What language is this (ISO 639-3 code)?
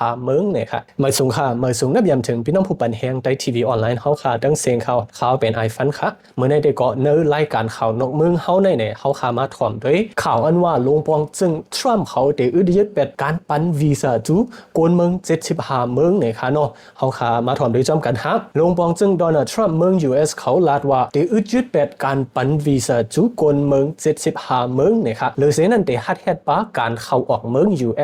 shn